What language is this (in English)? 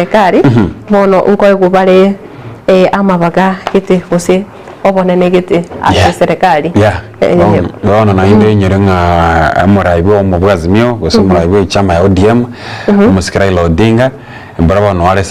Gusii